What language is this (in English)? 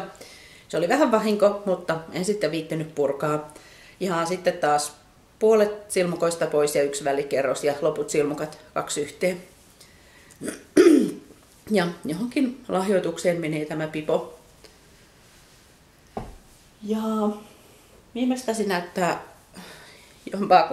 Finnish